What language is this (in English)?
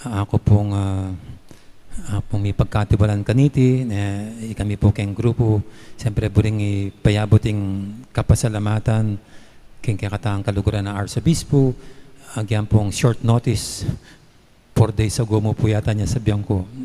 Pampanga